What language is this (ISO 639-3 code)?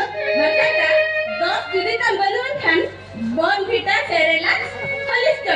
sat